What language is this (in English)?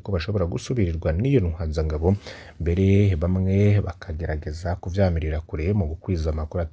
Rundi